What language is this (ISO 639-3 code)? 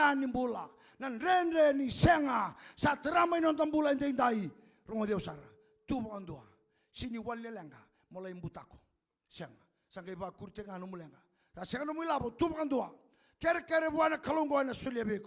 fij